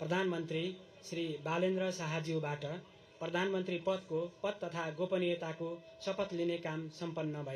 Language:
Nepali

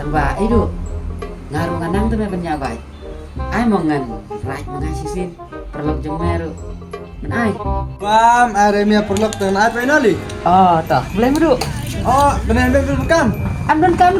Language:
Khasi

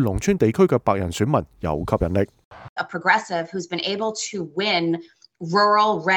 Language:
Cantonese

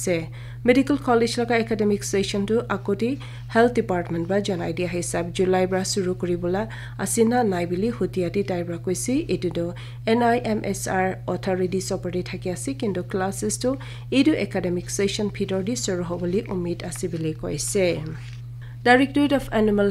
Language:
Naga Pidgin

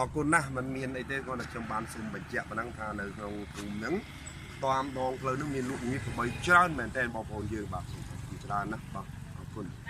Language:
Khmer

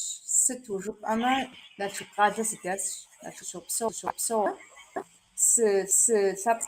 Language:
Kabardian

